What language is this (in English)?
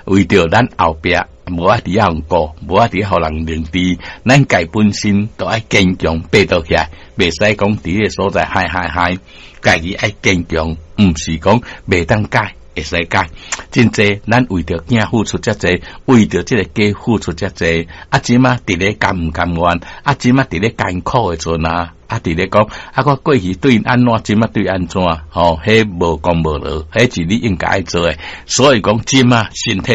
Min Nan Chinese